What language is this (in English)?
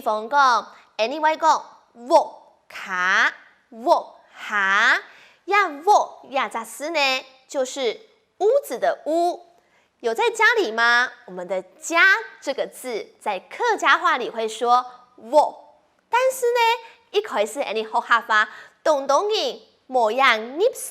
Hakka Chinese